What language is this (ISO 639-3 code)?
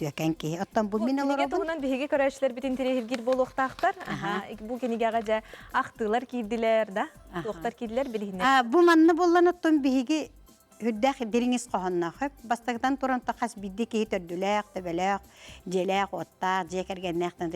sah